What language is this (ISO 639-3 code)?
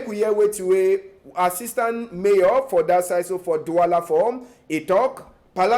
wes